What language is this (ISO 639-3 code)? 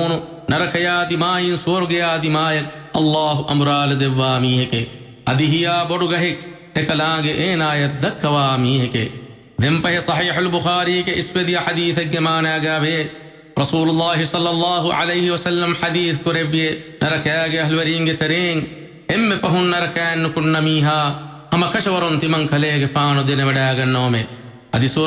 div